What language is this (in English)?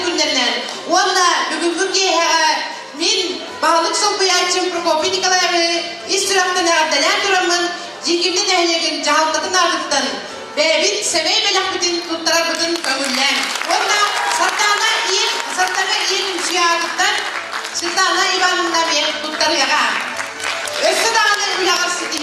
Yakut